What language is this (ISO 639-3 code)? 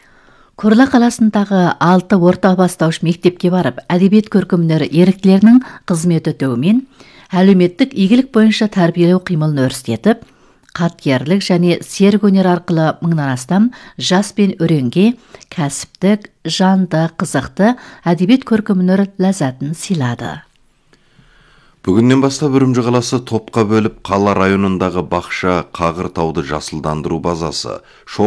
kaz